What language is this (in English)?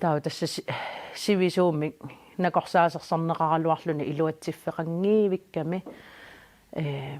Kalaallisut